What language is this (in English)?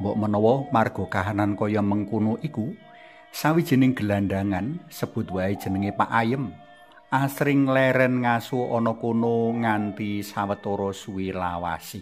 Javanese